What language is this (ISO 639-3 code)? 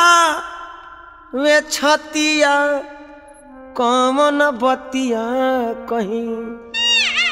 bho